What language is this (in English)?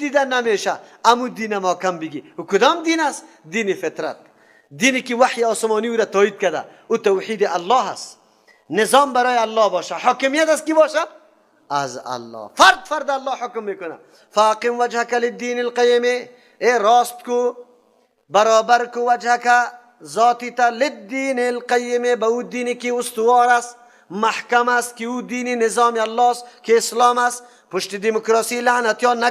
Persian